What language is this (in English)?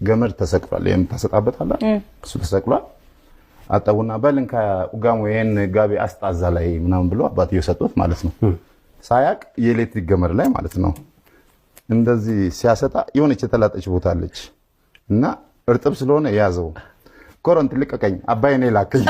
Amharic